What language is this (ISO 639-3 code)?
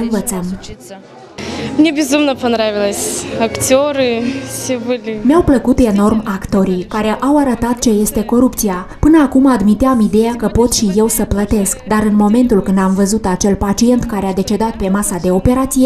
ron